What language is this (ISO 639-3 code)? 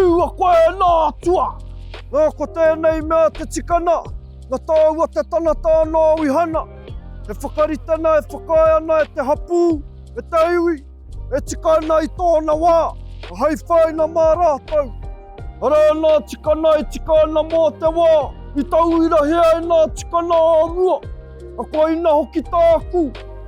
mri